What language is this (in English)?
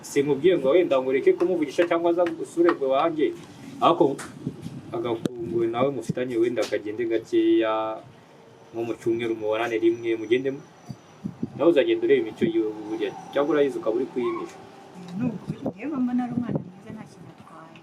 Kinyarwanda